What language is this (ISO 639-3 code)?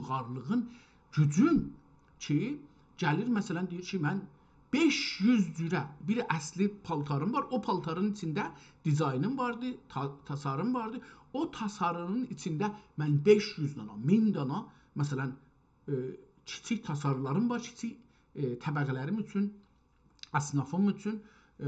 azb